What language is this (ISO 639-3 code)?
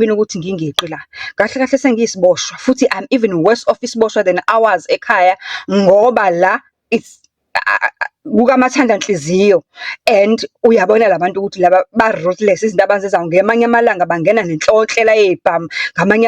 zul